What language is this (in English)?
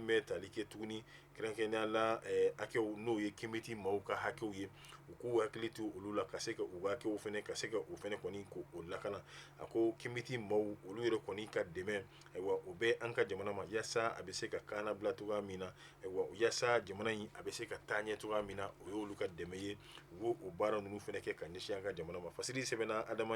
Bambara